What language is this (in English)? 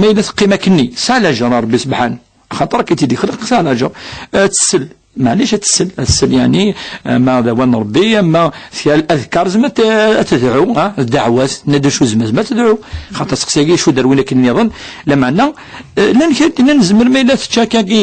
Kabyle